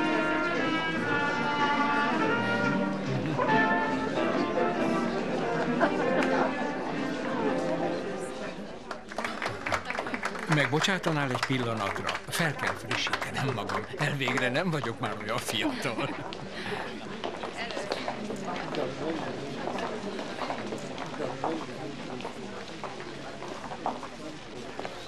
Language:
Hungarian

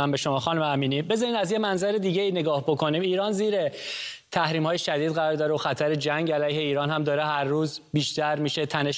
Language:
Persian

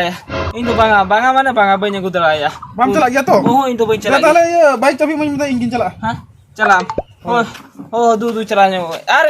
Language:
Santali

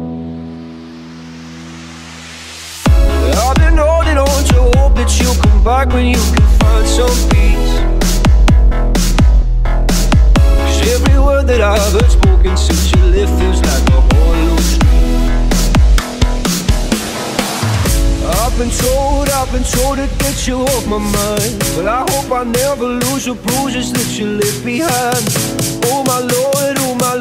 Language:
English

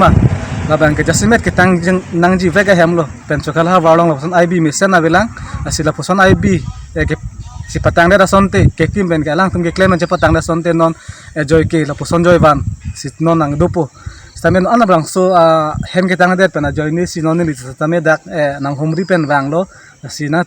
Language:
Karbi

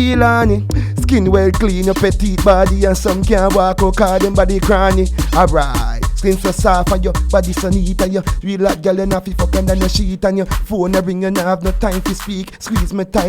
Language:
Jamaican Creole English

